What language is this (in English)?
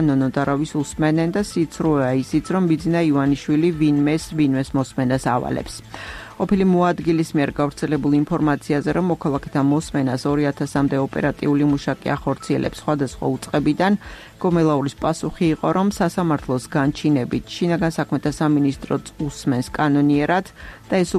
Georgian